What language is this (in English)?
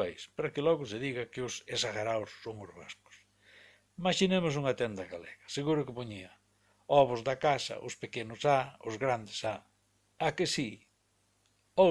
Galician